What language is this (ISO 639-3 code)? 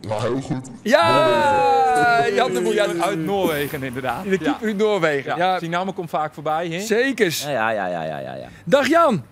fry